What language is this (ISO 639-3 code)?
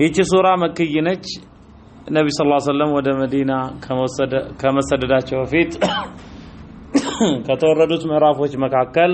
amh